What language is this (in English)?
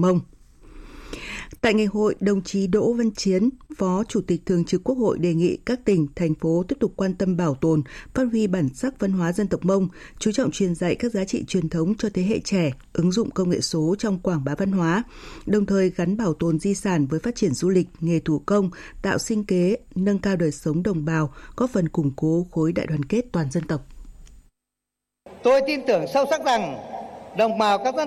Vietnamese